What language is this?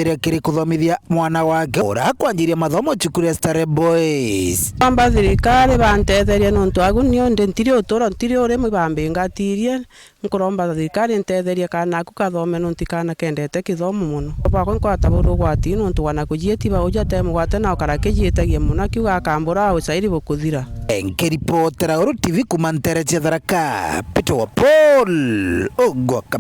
Meru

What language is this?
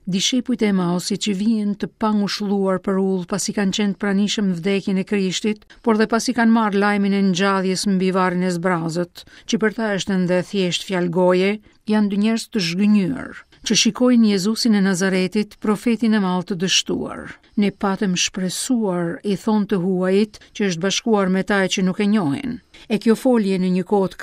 Albanian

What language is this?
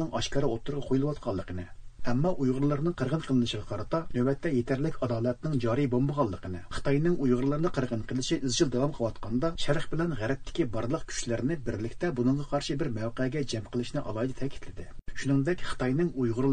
Uyghur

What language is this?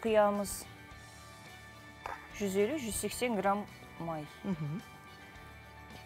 Kazakh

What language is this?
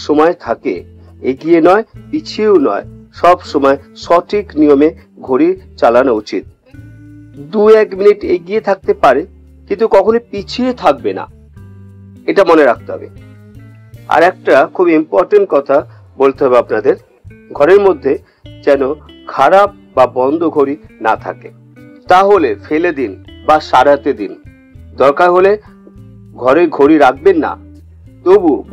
Bangla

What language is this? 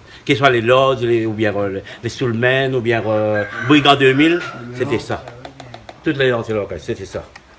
Réunion Creole French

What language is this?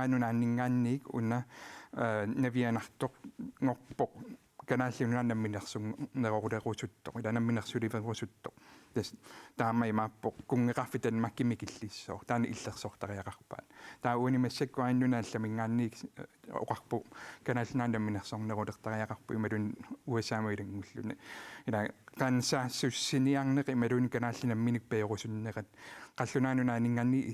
Kalaallisut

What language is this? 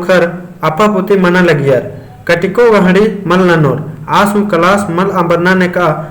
Kurukh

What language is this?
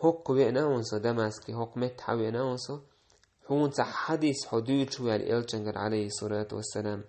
Chechen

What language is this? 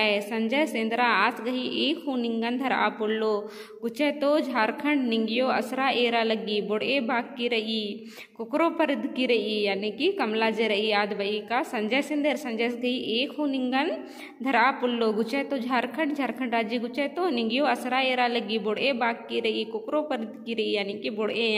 Kurukh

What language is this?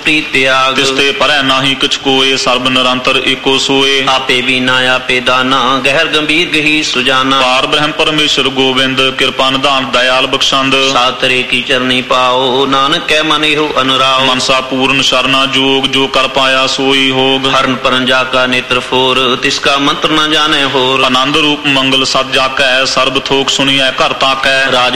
Punjabi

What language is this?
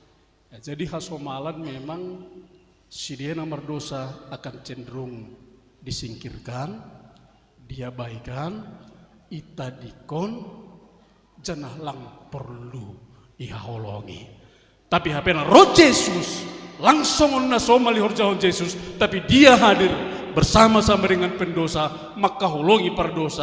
Batak Simalungun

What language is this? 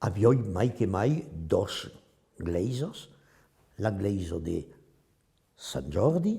Occitan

